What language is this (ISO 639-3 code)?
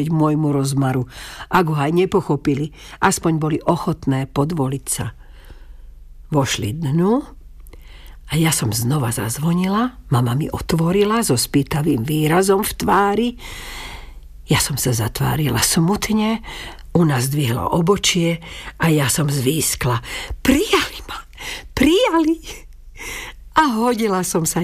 slk